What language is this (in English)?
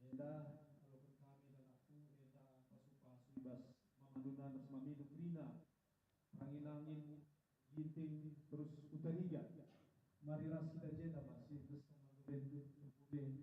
Batak Karo